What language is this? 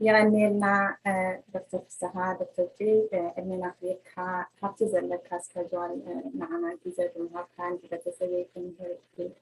Tigrinya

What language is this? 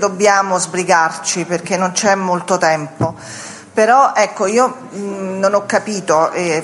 Italian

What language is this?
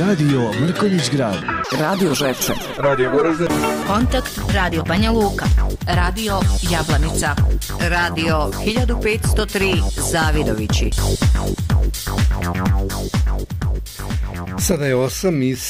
Bosnian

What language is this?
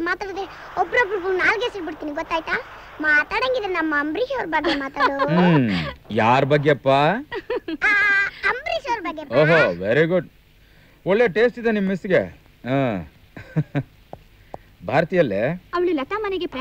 Kannada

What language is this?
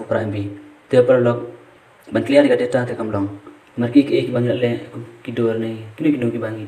Khasi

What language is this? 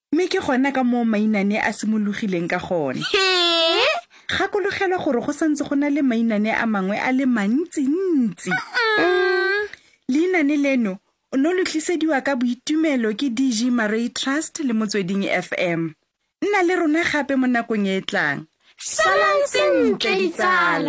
Tswana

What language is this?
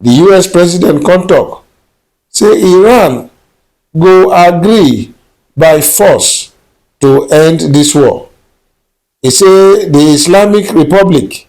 Nigerian Pidgin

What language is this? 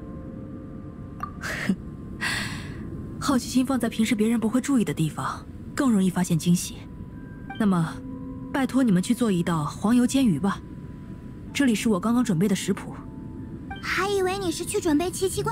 Chinese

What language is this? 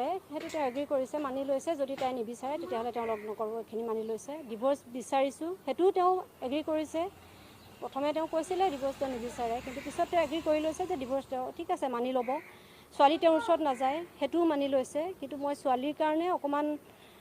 Assamese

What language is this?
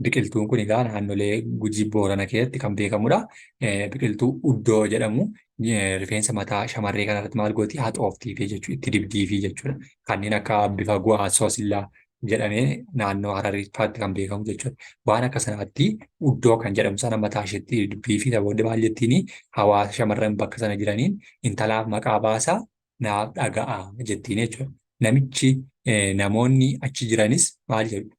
Oromo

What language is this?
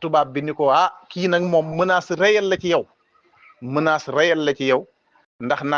Wolof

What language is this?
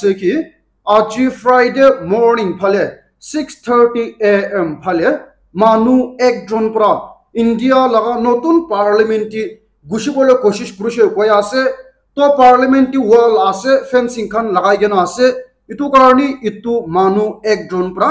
Naga Pidgin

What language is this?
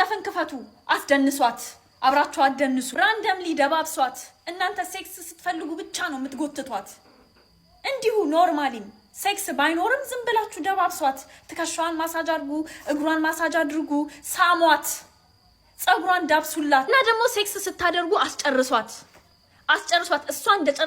Amharic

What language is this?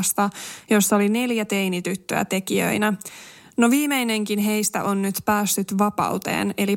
Finnish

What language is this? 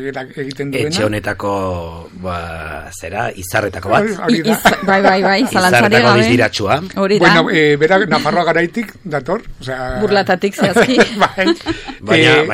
Basque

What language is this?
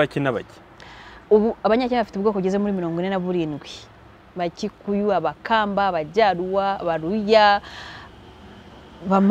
Kinyarwanda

